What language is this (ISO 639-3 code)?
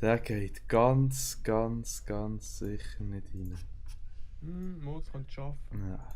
gsw